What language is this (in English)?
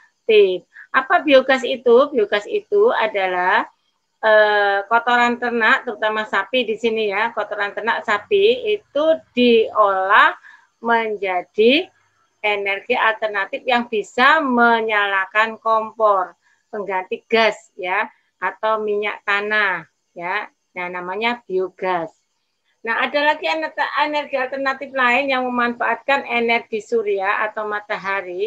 Indonesian